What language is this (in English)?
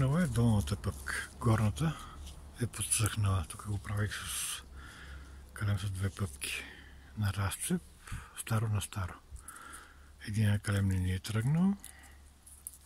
Bulgarian